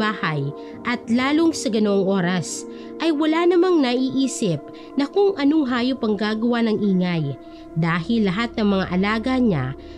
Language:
Filipino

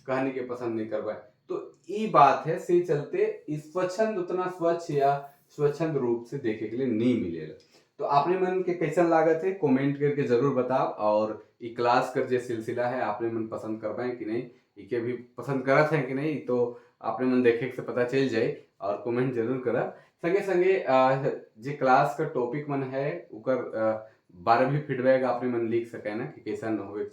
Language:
Sadri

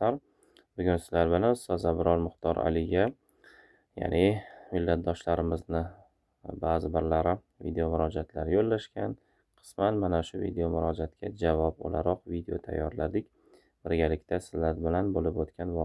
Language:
Uzbek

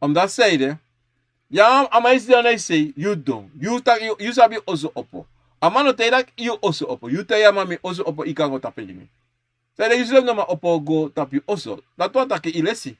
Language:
Sranan Tongo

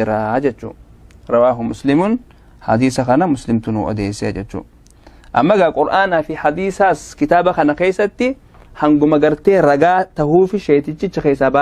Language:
Oromo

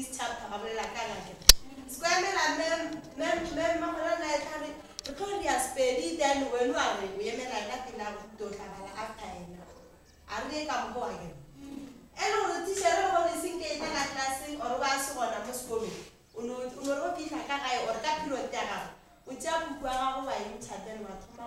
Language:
Northern Sotho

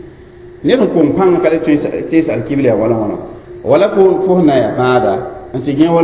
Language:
Mossi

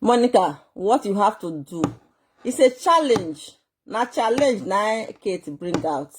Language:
Nigerian Pidgin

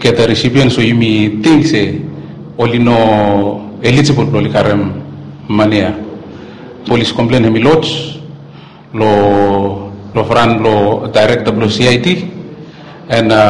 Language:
Bislama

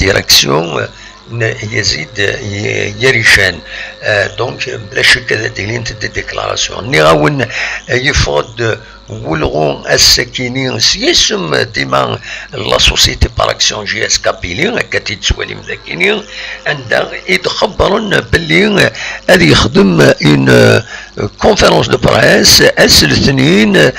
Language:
Kabyle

